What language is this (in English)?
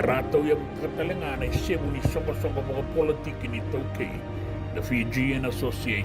Fijian